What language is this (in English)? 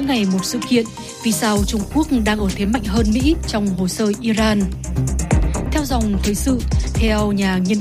Vietnamese